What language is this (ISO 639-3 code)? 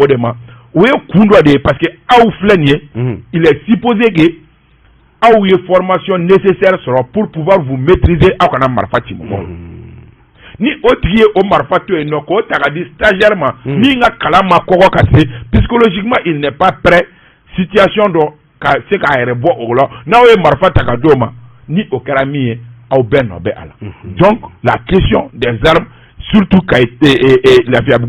bam